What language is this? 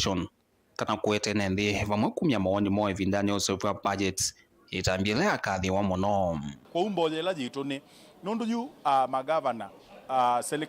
Kamba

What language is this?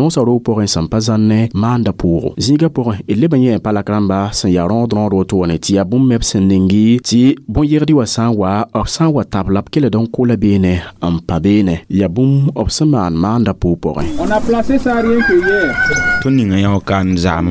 Mossi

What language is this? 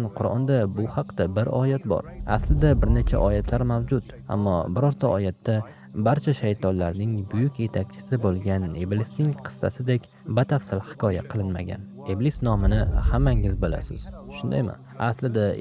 Uzbek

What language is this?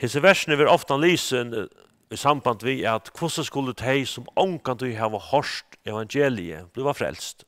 Faroese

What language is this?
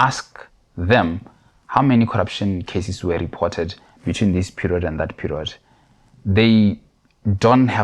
Tswana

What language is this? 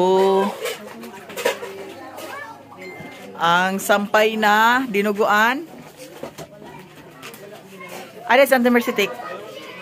Cebuano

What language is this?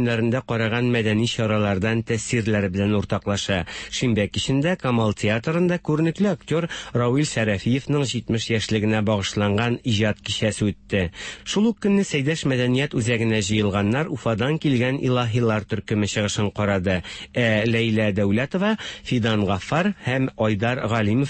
Tatar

